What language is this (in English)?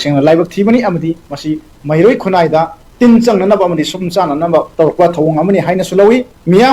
Manipuri